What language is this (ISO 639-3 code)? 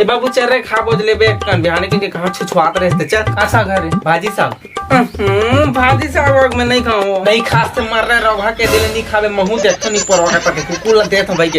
hne